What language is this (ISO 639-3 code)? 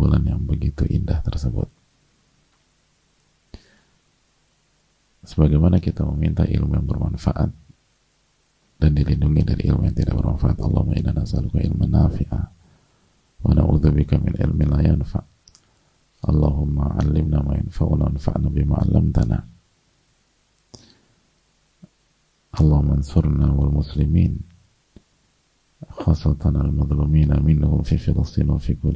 ind